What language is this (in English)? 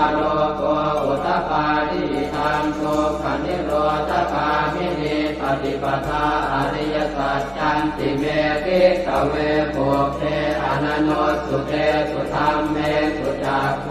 Pali